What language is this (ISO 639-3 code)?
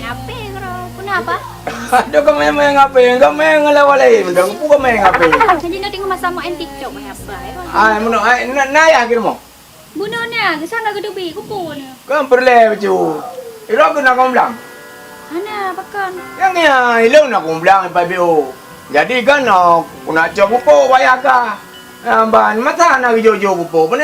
ace